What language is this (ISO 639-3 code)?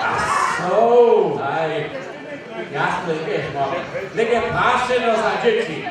hsb